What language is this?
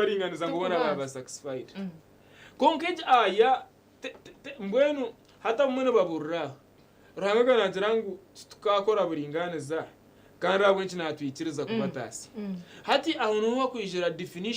Nyankole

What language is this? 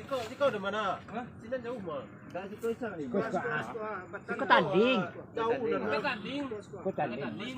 Minangkabau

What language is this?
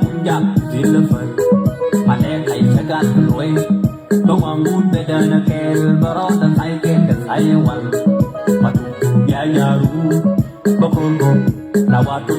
Nuer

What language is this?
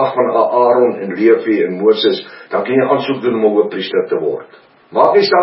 Afrikaans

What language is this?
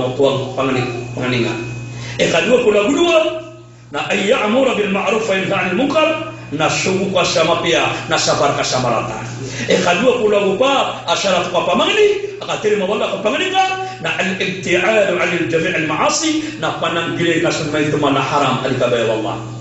Maranao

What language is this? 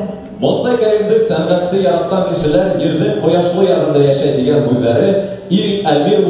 Bashkir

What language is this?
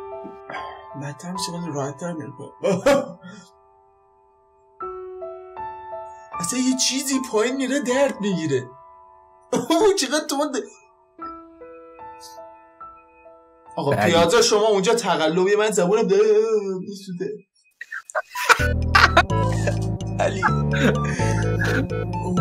Persian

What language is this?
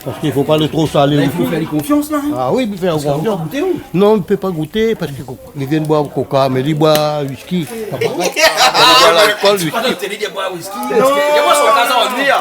Réunion Creole French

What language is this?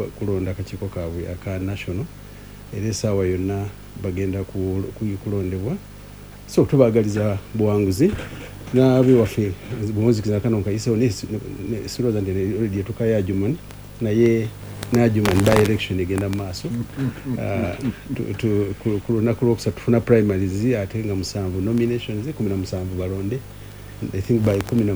Ganda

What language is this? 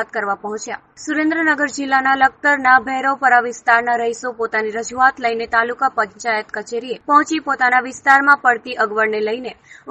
Gujarati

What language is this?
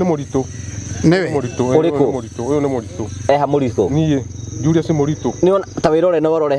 Kikuyu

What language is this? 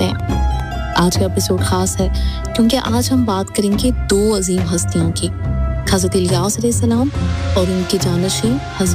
Urdu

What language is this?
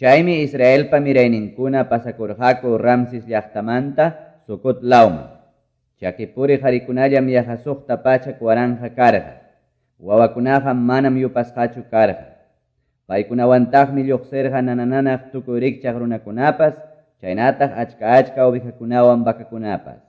Quechua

